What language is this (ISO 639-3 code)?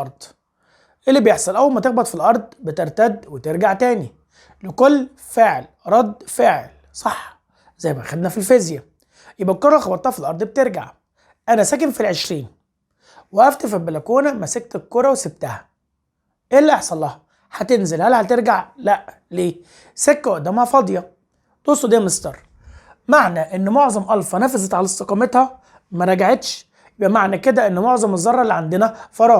arz